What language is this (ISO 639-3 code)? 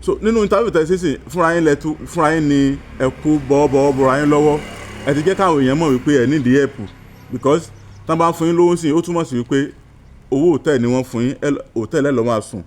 yor